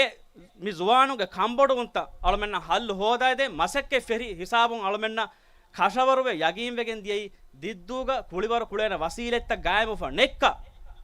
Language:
Divehi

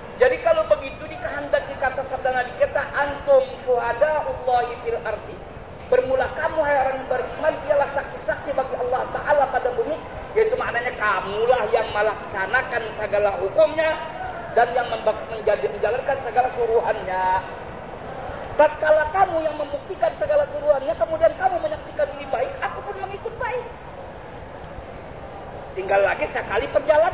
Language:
Indonesian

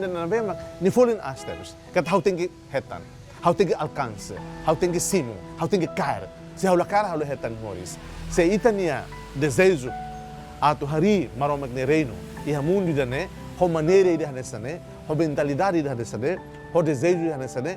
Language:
Tetum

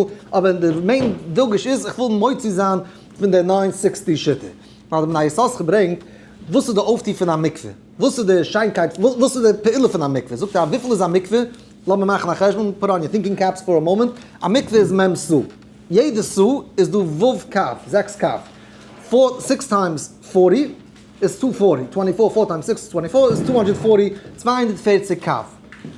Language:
Yiddish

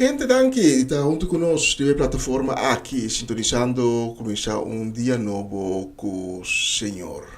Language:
Papiamento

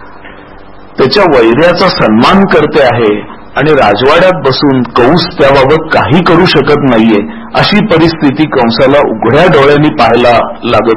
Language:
Marathi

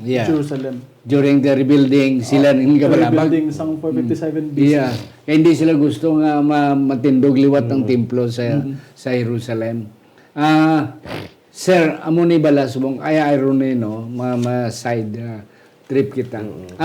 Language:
Hiligaynon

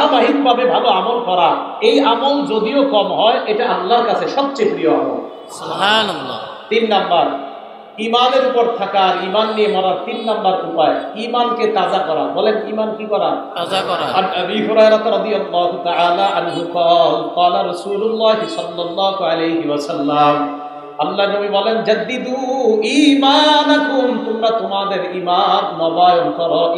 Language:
Bangla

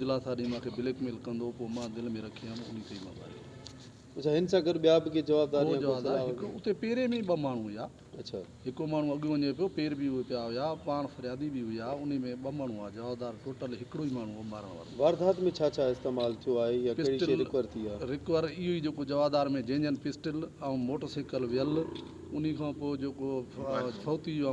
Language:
Sindhi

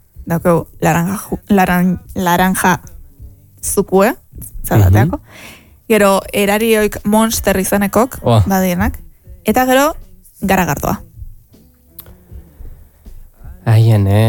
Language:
Basque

